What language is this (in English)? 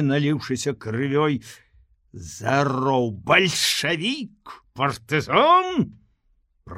Belarusian